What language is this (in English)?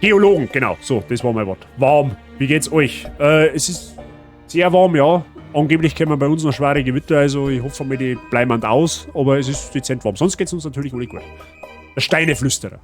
Bavarian